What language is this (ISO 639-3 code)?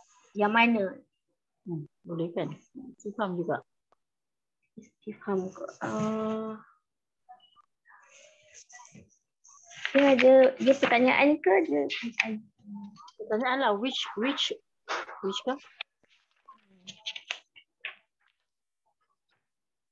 msa